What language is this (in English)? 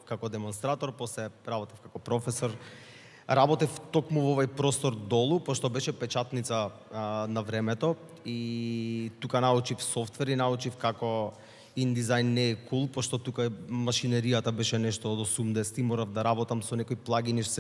Macedonian